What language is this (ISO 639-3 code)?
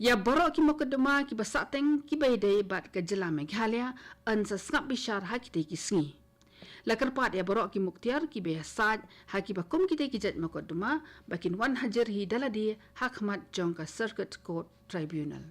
kha